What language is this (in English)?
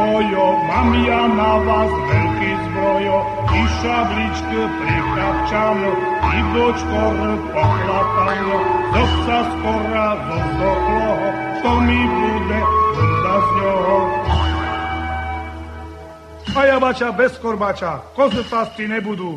Slovak